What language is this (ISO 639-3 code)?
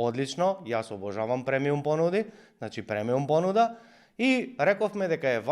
mkd